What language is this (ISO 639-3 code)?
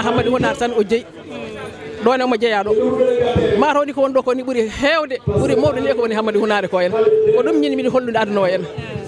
ful